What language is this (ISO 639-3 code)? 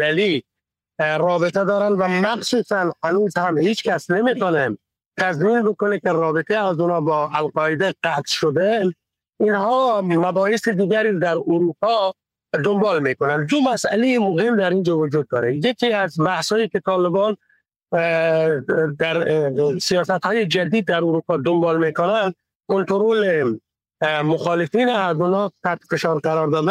fas